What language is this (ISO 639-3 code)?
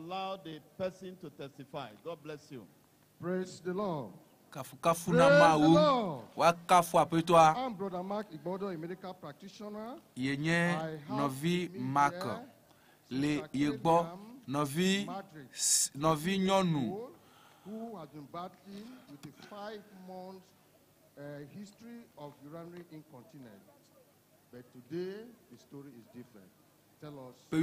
ewe